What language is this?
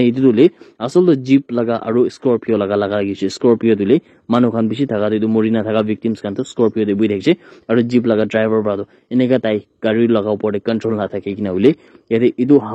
Naga Pidgin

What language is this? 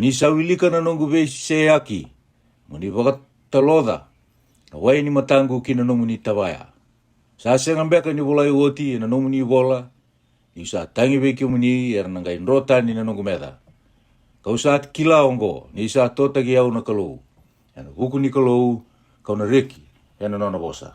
Fijian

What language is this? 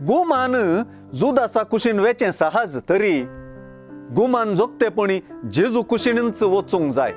Konkani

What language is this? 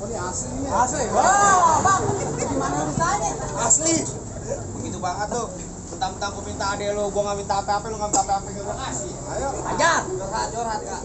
Betawi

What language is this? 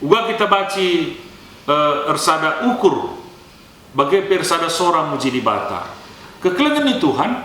Batak Karo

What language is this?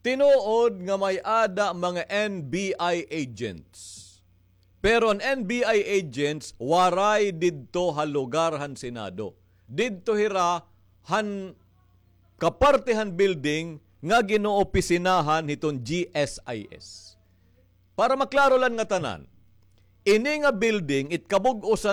Waray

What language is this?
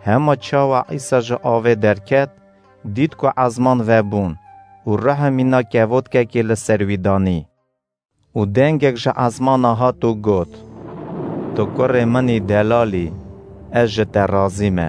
Kurdish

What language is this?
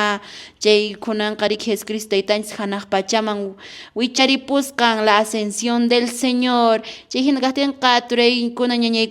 Quechua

